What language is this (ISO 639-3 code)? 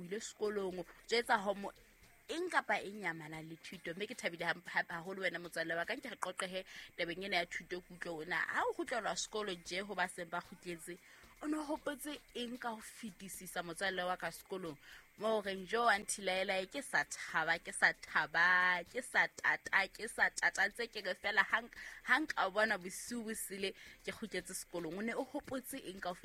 sot